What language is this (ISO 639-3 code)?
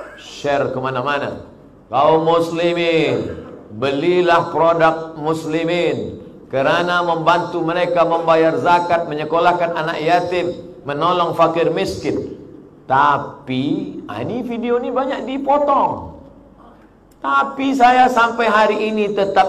ind